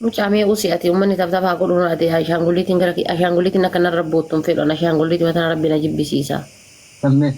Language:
Oromo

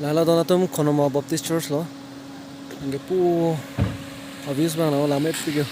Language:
Karbi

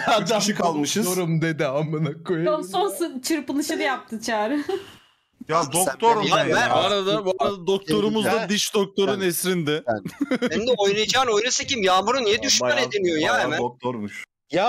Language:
Turkish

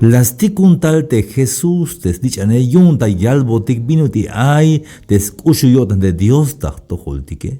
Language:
Tzeltal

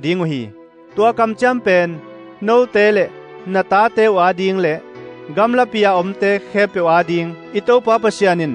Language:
Tedim Chin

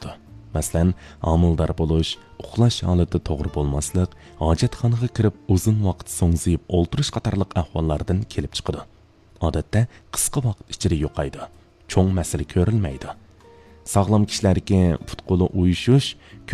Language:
Uyghur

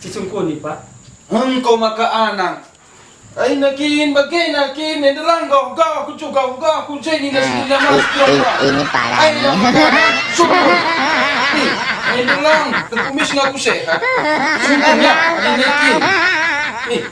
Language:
Batak Karo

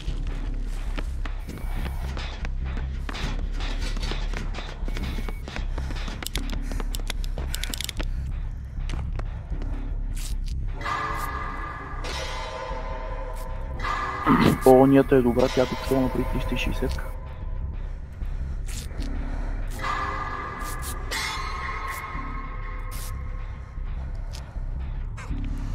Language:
Bulgarian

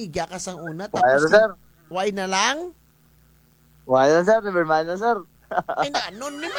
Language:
Filipino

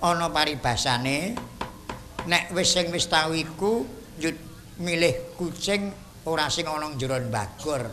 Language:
Javanese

